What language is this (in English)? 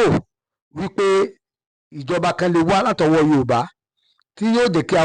Yoruba